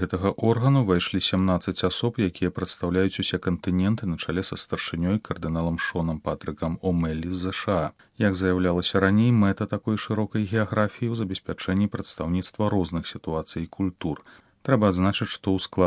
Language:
Belarusian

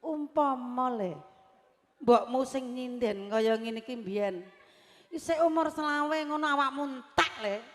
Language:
Javanese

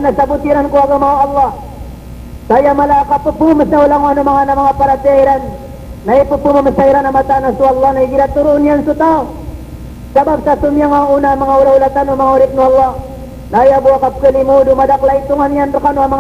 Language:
Maranao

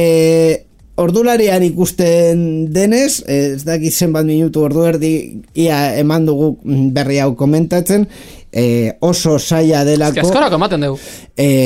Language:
Basque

